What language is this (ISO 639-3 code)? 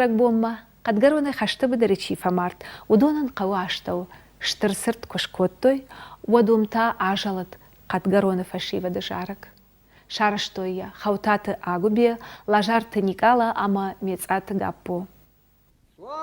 oss